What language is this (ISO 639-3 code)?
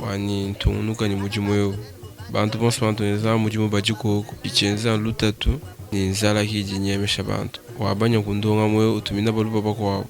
lua